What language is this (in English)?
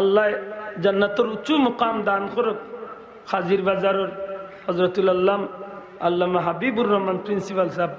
Sylheti